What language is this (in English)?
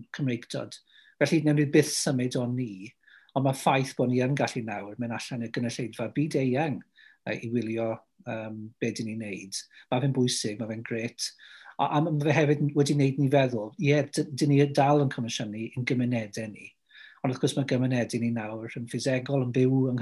Welsh